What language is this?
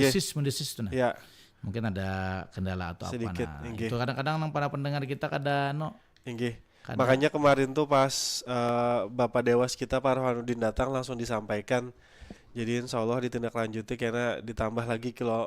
Banjar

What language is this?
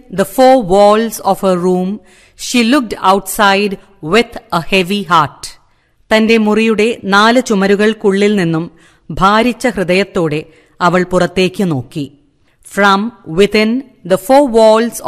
Malayalam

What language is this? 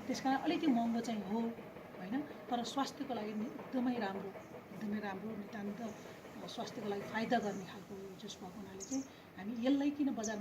Nepali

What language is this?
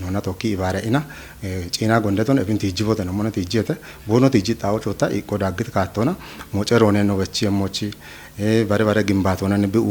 Kafa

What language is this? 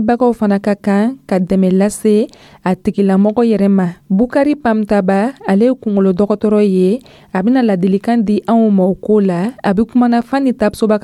Dyula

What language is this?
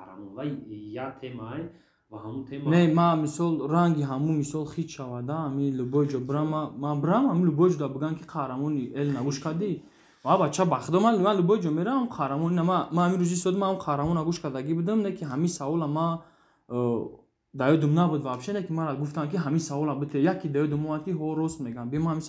Tajik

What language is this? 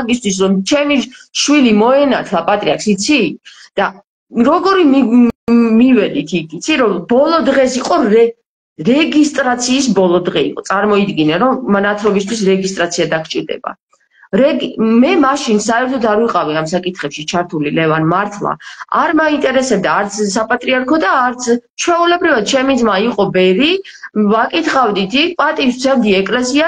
Georgian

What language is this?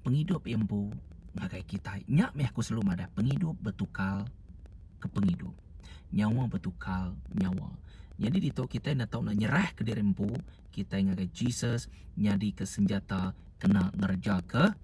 Iban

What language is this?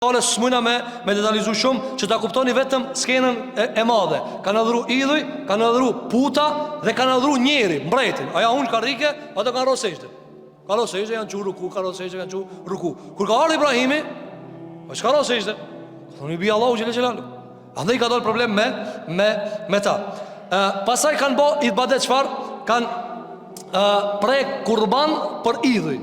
Albanian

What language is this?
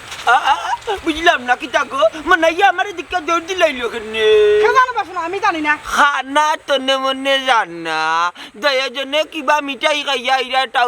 Sylheti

